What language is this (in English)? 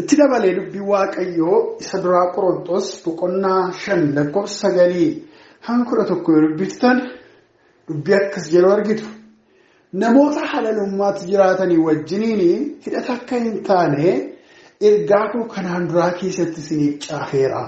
Oromo